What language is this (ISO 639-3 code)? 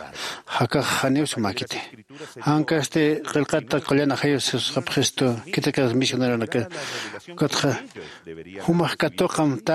aym